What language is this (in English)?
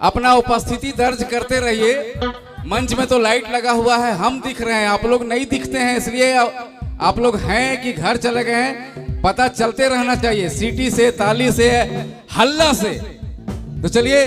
Sadri